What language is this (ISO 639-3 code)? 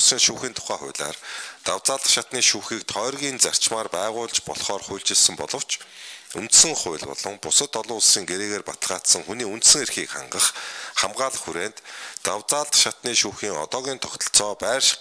mon